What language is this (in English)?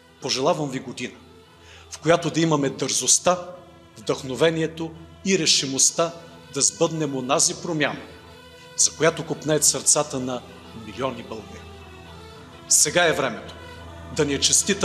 Bulgarian